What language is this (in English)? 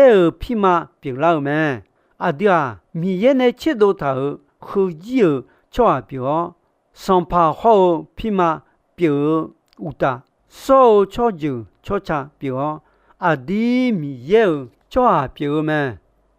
Akha